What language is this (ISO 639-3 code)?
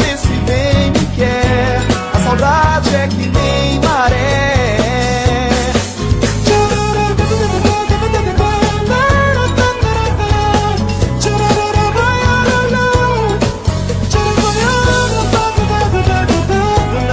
por